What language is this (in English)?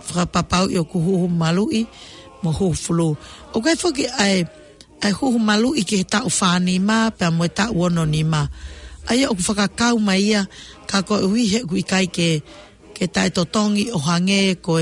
Tongan